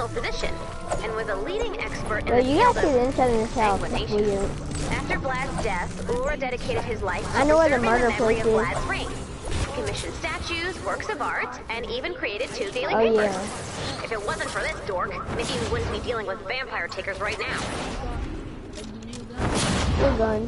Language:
English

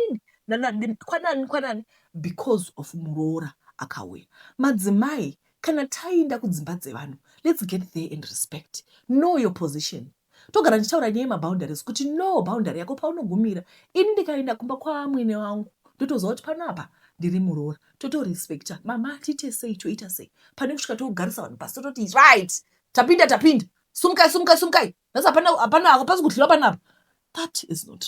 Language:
Shona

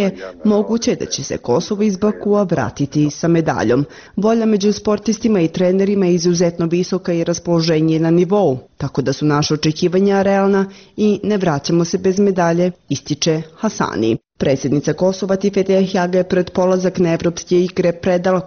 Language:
Bosnian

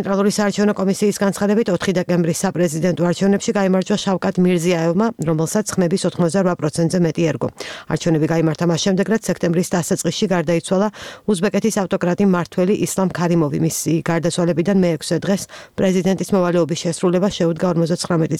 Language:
Georgian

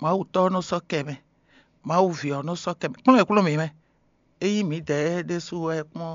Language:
Fon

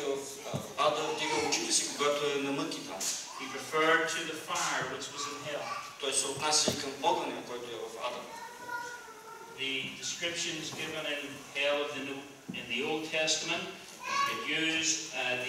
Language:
Bulgarian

